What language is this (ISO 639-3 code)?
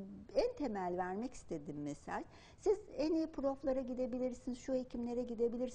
tur